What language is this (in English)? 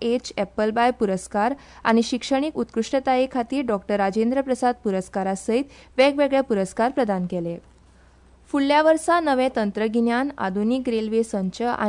Konkani